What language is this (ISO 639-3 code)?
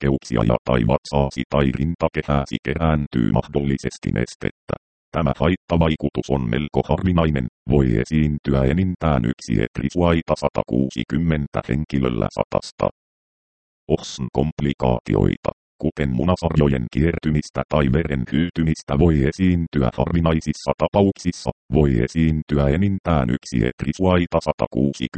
fin